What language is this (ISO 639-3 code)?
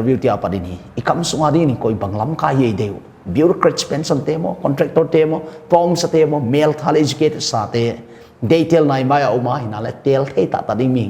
pck